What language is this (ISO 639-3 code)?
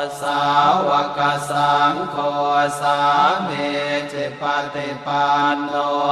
pli